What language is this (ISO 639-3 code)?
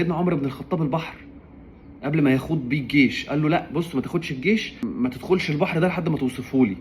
arz